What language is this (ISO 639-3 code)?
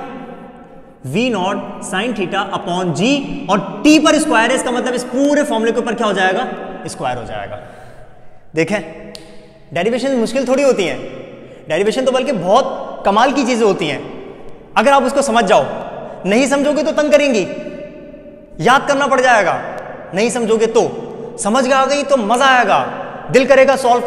hin